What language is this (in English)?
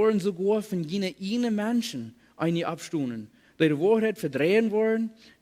Plautdietsch